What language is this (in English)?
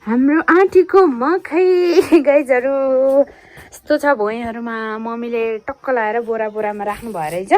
Nepali